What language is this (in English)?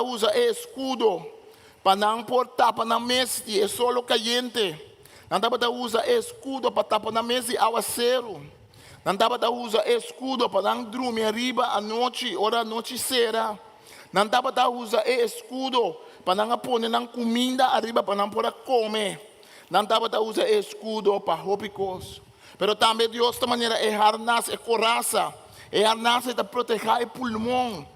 Papiamento